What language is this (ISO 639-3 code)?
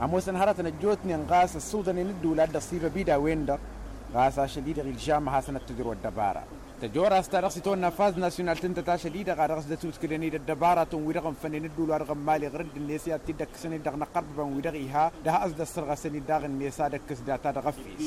taq